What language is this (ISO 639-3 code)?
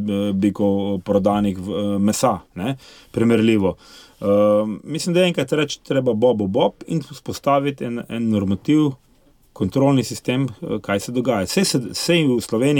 slv